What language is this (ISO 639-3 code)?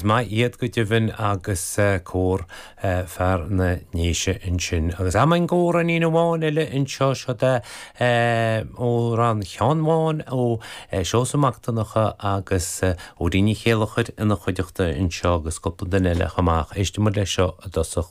gle